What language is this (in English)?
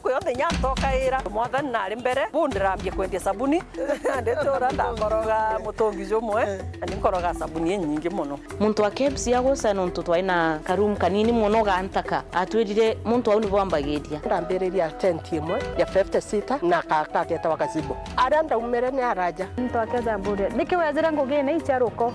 Meru